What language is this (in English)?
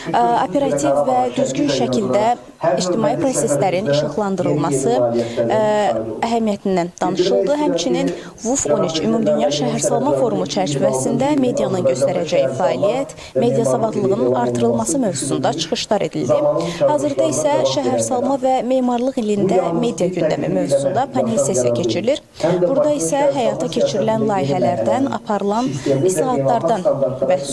Azerbaijani